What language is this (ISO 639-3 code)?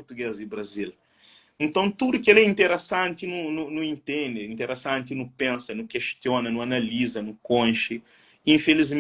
kea